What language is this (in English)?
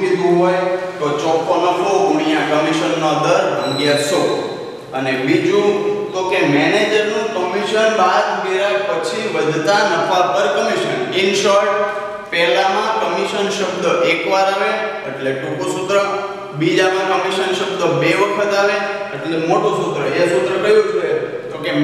Gujarati